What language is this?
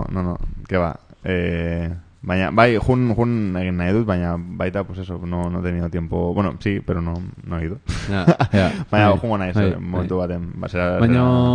Basque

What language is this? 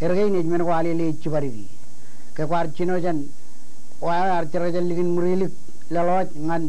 Marshallese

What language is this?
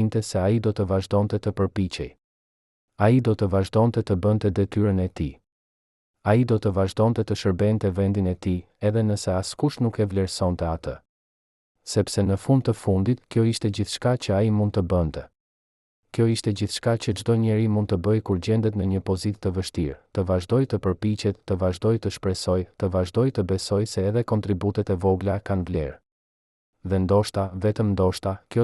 Albanian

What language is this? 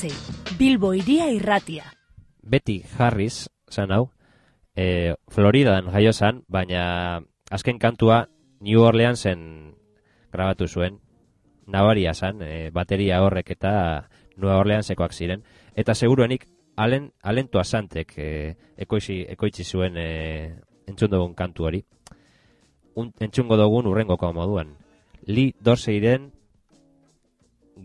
Basque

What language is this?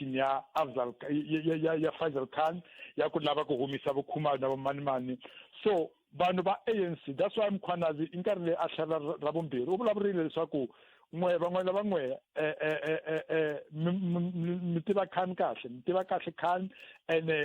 Tsonga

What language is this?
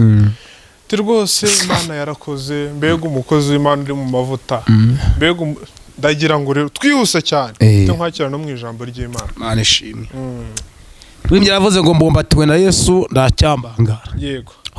Kinyarwanda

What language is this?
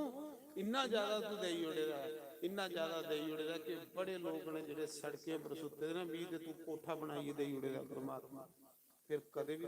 Dogri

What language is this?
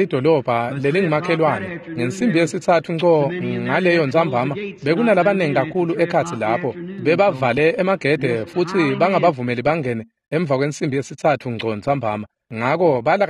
Swati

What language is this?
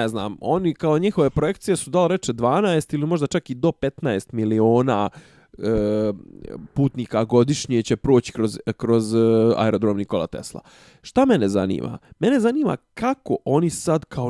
Bosnian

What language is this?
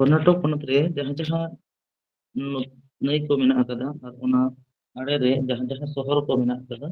Santali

